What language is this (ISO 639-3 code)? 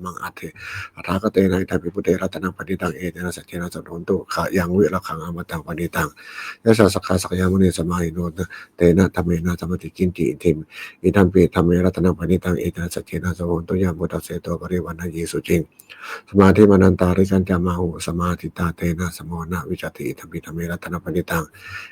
pli